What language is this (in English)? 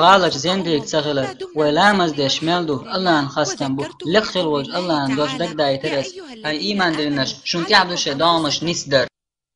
Chechen